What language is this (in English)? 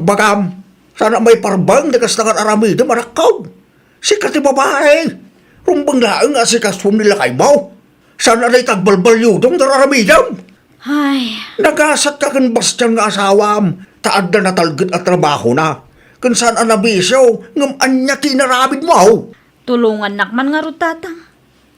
Iloko